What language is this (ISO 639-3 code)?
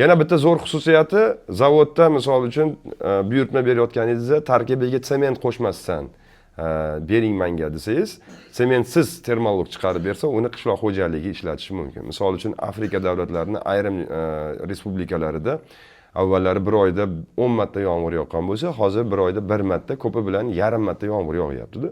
uzb